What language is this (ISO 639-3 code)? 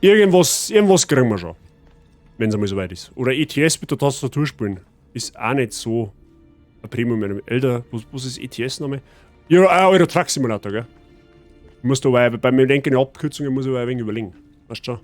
bar